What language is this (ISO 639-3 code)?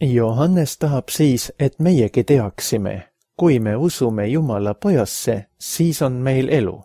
est